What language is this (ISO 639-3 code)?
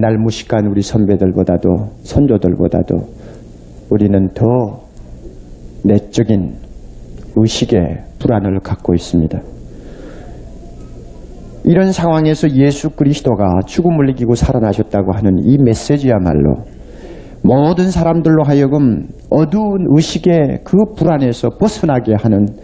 kor